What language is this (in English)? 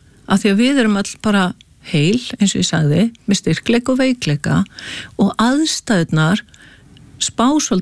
Icelandic